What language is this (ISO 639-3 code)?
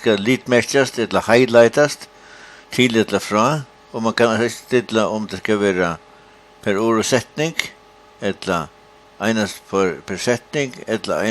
fao